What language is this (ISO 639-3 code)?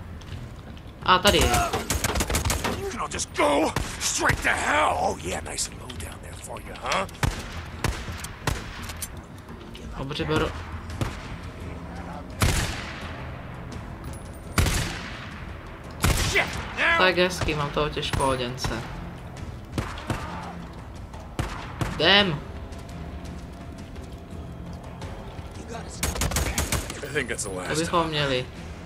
ces